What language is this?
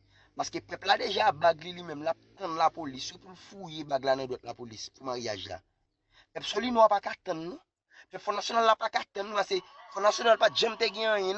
Haitian Creole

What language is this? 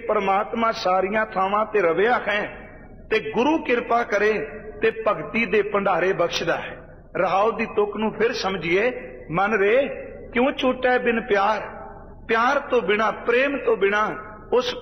Punjabi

